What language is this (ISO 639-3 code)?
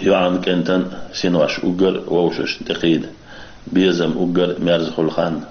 che